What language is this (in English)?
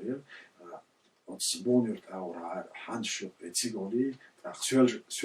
Chechen